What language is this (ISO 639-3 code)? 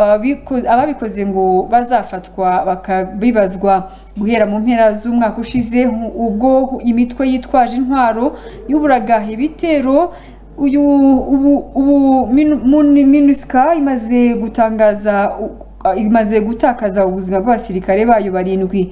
kin